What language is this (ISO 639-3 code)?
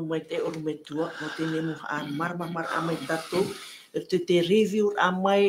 tah